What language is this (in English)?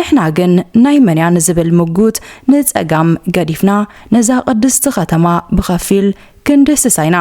Tigrinya